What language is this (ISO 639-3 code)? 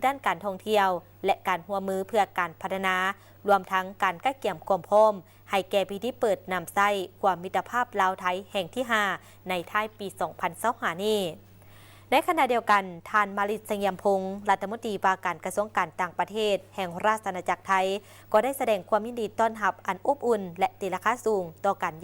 lao